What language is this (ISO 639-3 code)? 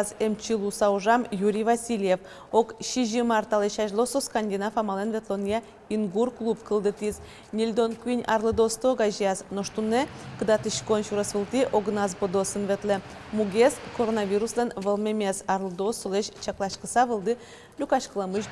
udm